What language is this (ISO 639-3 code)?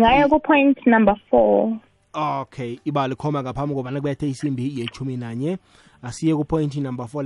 nbl